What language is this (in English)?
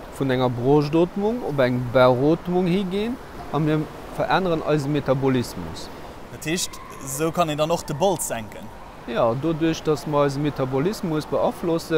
Luxembourgish